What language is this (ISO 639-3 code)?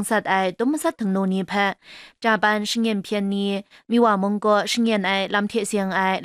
kac